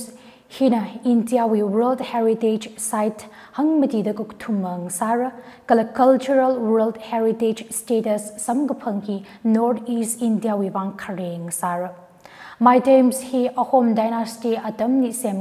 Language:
Tangkhul Naga (India)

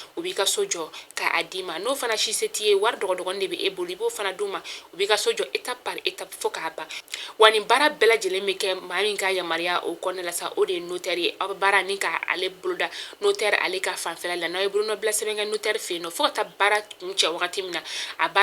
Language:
Bambara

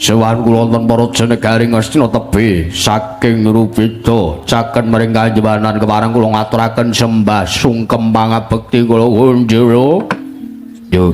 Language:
Javanese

